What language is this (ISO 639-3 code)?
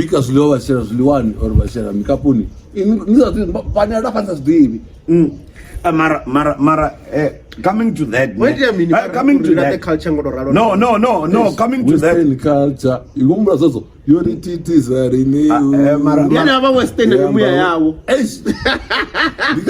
ven